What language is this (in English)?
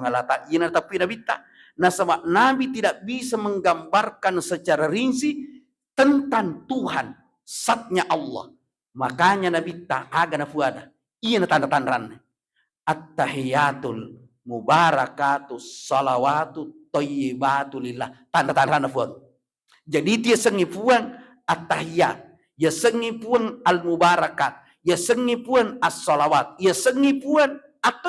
Buginese